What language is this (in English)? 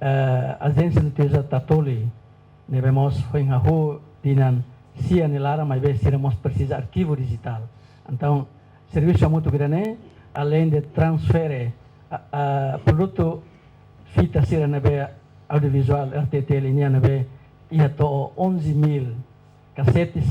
Tetum